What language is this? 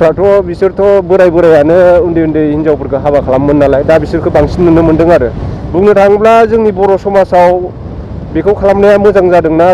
Bodo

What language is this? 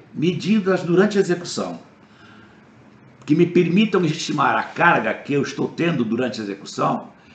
Portuguese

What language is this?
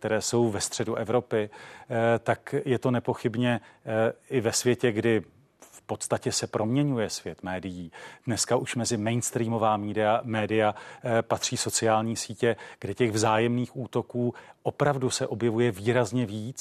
Czech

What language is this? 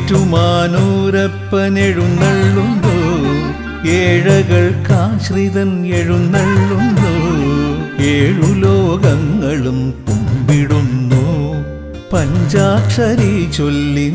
Malayalam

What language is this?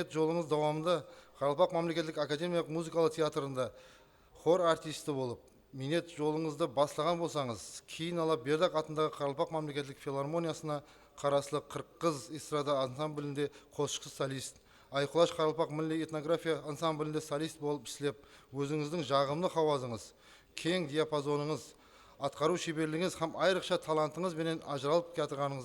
Kara-Kalpak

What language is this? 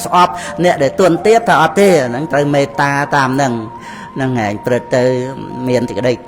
Khmer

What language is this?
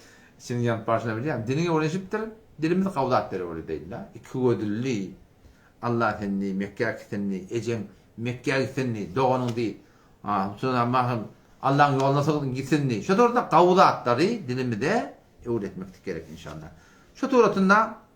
Turkmen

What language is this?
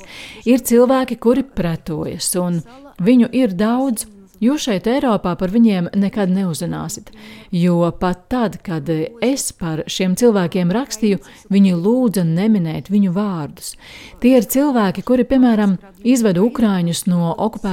Latvian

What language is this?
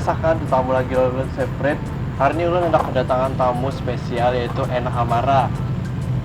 Banjar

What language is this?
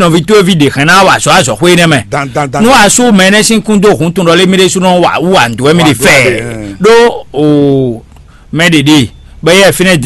Fon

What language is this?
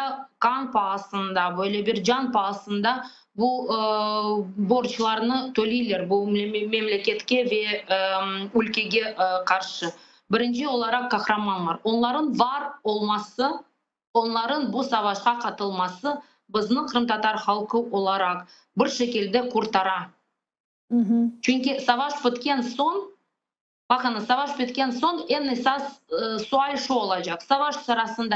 Crimean Tatar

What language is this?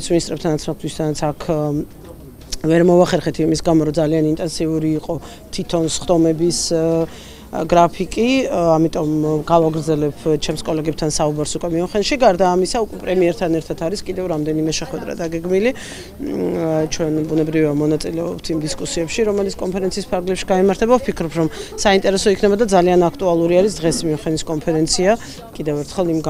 Georgian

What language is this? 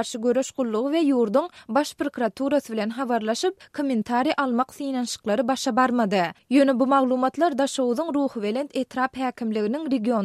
Turkmen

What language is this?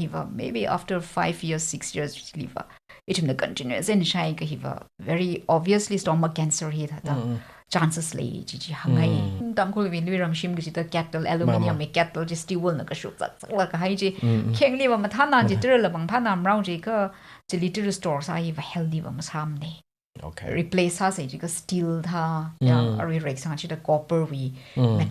Tangkhul Naga (India)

